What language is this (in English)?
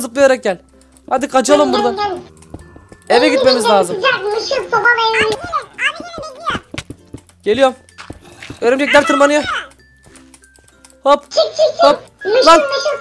Turkish